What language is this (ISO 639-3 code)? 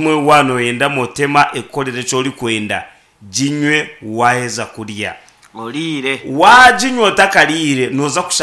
nyn